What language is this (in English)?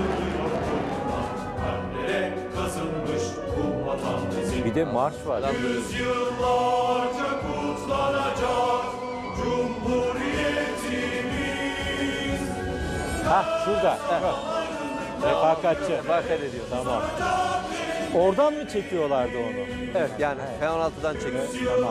Turkish